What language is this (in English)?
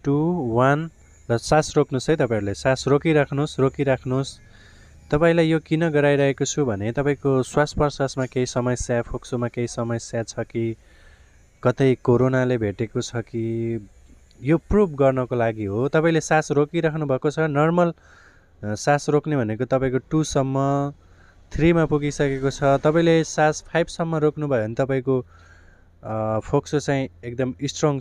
Nepali